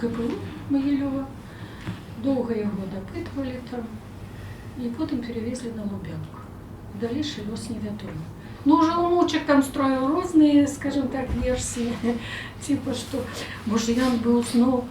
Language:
Belarusian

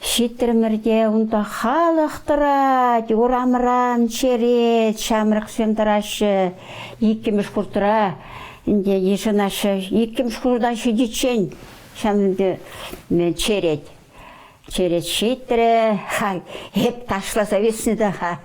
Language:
Chuvash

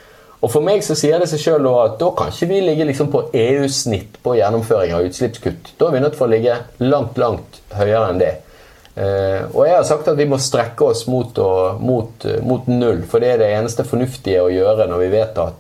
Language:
Norwegian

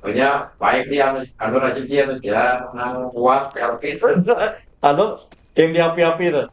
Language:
Banjar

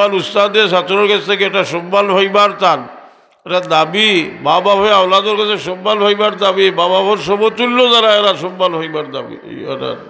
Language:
Sylheti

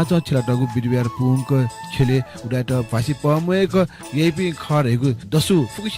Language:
Newari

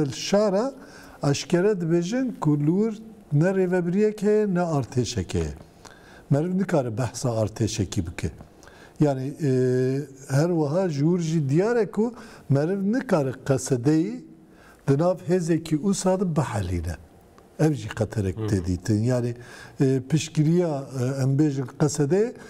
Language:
Kurdish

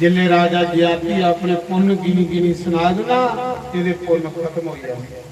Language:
Dogri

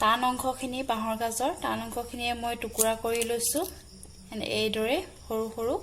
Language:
Assamese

